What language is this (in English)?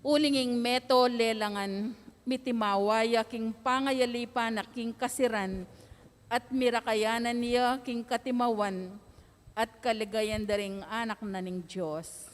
Pampanga